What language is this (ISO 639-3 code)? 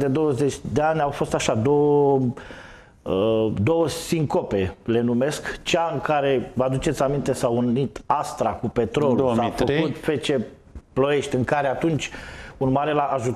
ron